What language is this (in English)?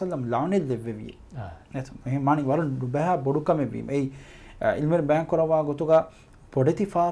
Divehi